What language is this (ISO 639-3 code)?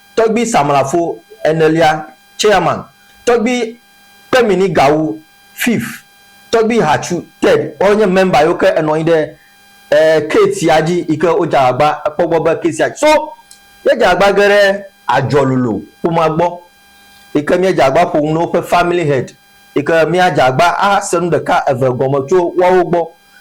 ewe